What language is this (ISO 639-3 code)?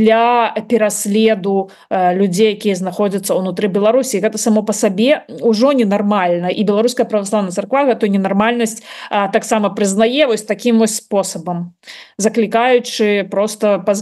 bel